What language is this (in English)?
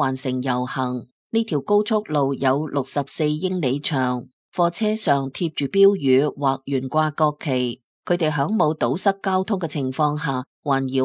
Cantonese